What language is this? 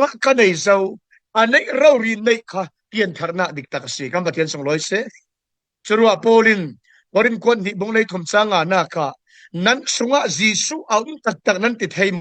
Falam Chin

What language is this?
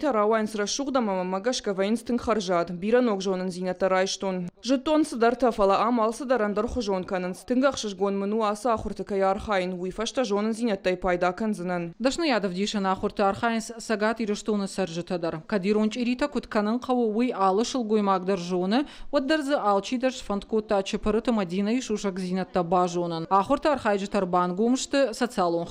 Ossetic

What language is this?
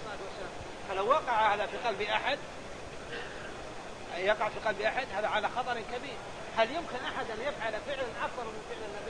Arabic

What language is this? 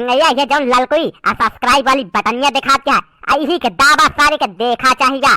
Awadhi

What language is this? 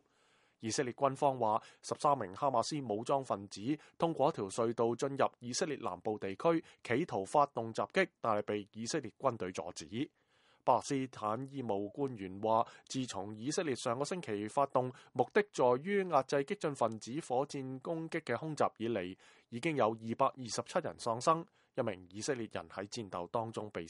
Cantonese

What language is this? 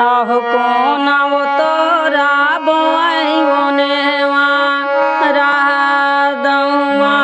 Chhattisgarhi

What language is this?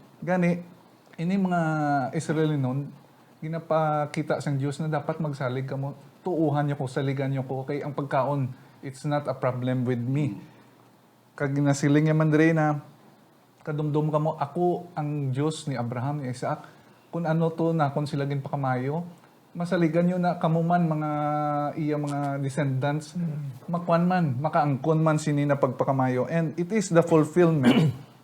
Hiligaynon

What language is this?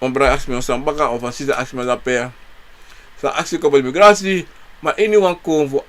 Sranan Tongo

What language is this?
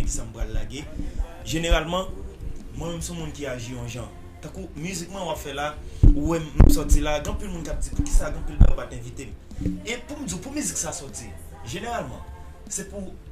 Haitian Creole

